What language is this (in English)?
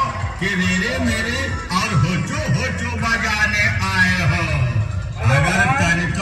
Bhojpuri